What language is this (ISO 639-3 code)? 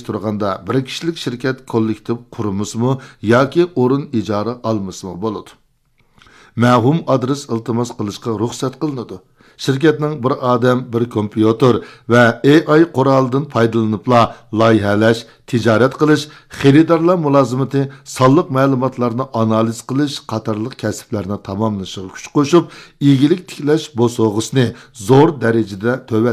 uig